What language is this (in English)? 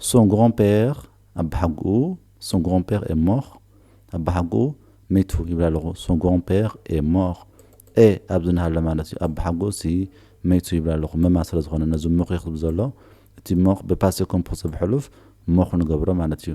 Tigrinya